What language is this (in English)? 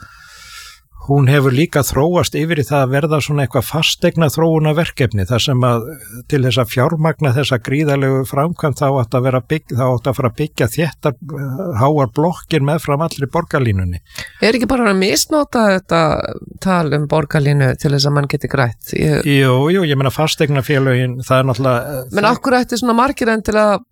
Icelandic